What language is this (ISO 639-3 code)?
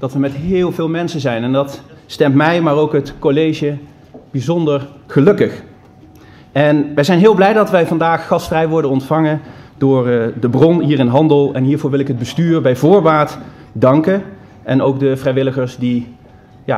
nld